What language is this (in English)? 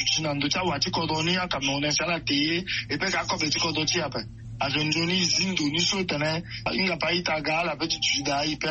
Sango